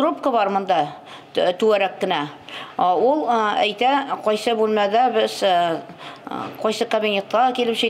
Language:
Tatar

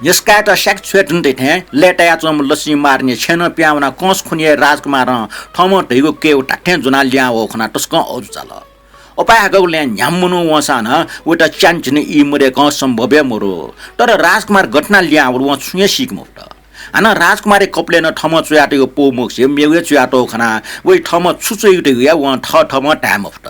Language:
Newari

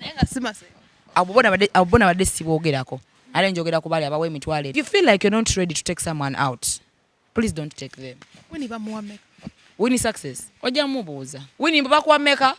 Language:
Ganda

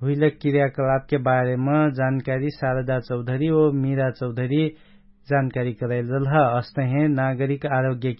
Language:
Dangaura Tharu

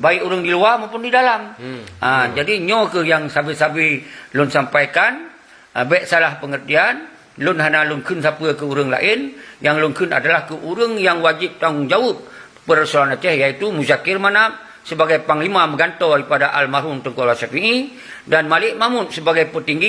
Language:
Achinese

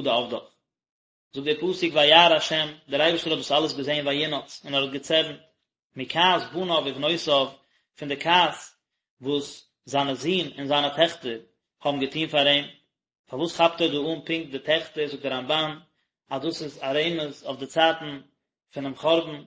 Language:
Yiddish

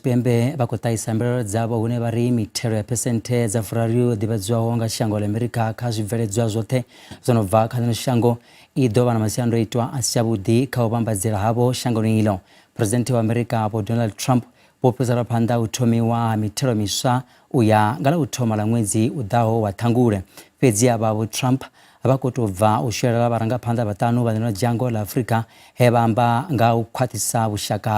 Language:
Venda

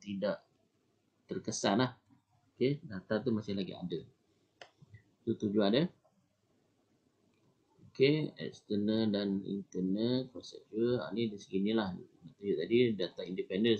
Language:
Malay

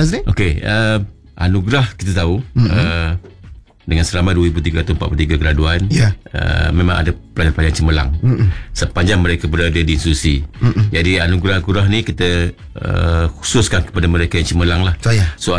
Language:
Malay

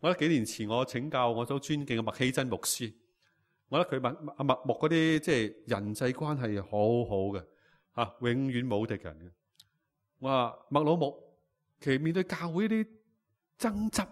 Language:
Cantonese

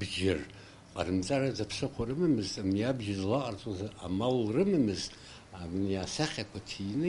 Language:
Abkhazian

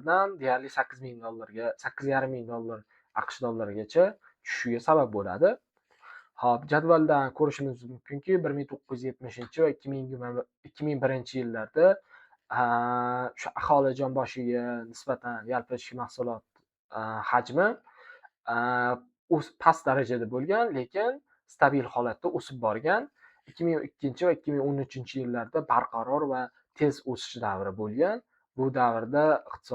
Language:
Uzbek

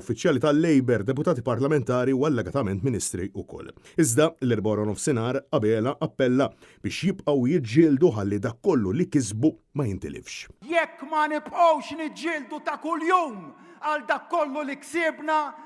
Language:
Maltese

